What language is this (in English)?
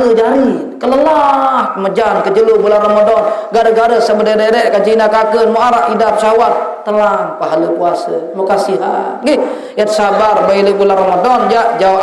Sasak